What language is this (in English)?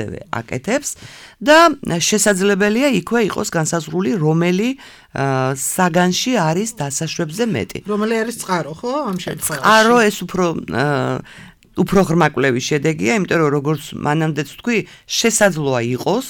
Georgian